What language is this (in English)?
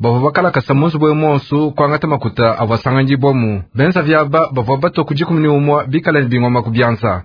Luba-Lulua